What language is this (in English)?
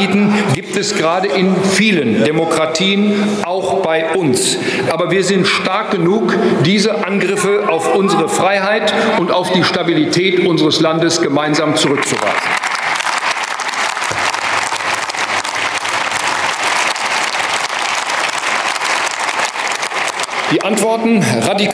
German